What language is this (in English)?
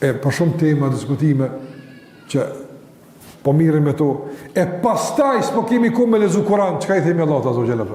Albanian